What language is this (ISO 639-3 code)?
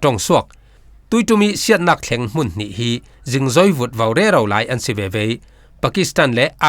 cfm